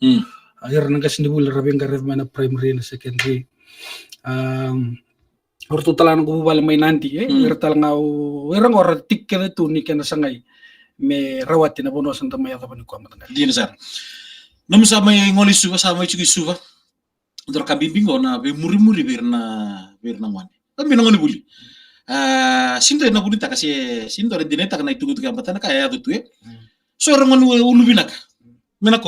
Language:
Fijian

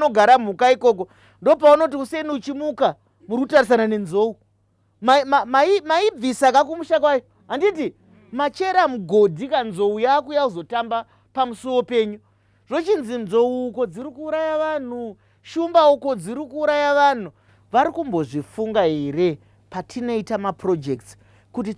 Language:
Shona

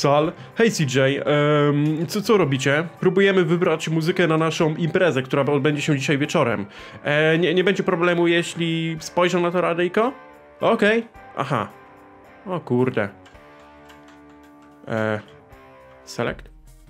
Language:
Polish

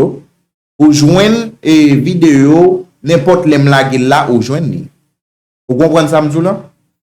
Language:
Haitian Creole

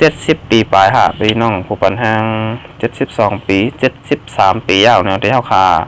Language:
Shan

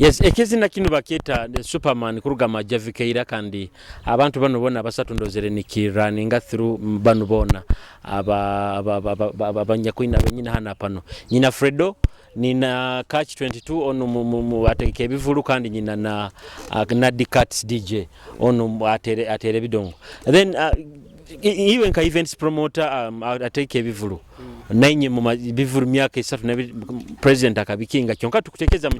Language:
Nyoro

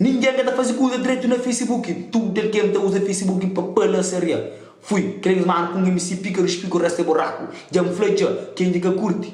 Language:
Kabuverdianu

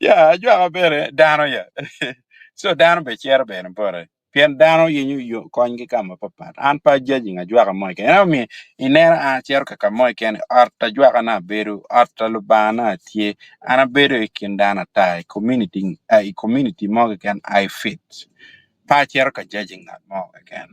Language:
Acoli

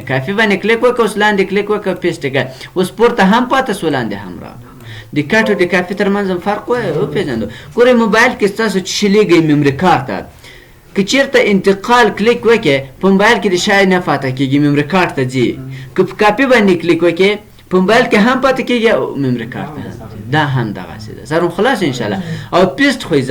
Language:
Pashto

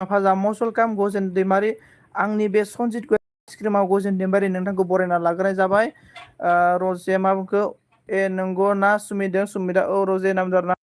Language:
Bodo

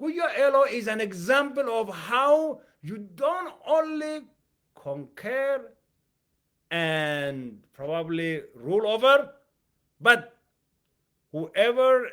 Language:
English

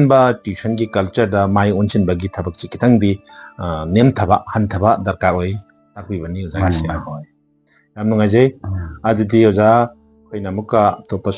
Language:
Manipuri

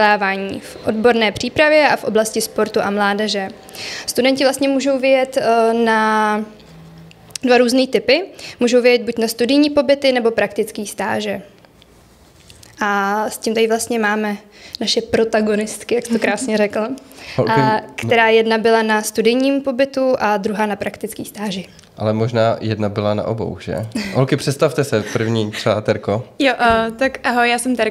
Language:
Czech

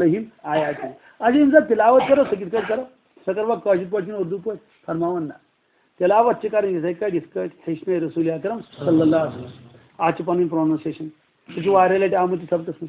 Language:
Kashmiri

